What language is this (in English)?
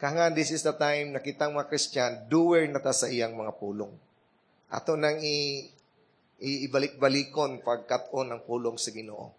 Cebuano